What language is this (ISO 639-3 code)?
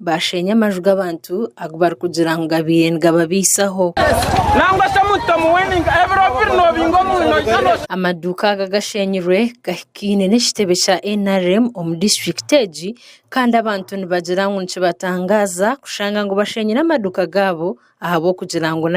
nyn